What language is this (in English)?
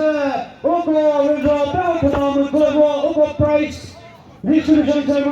Chokri Naga